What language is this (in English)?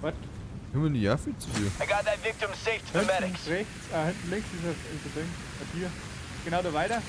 Bavarian